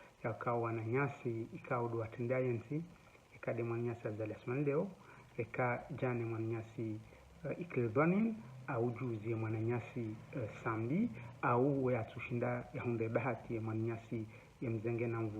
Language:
Ngazidja Comorian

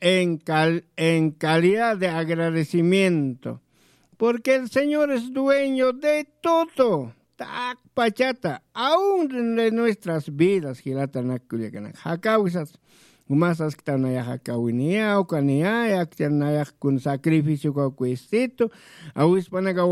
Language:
Aymara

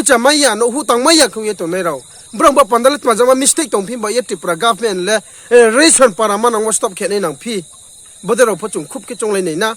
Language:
Riang (India)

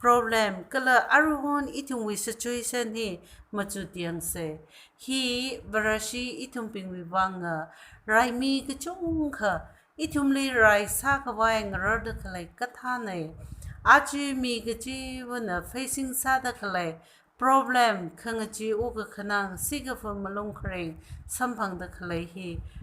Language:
Tangkhul Naga (India)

